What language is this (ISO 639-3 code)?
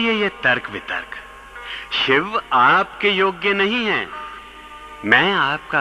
hin